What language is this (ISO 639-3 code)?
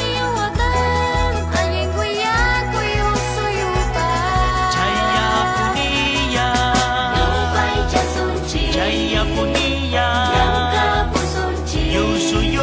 quy